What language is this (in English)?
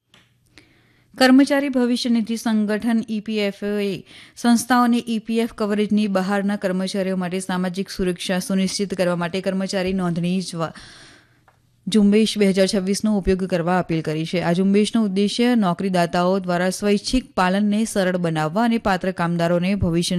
Gujarati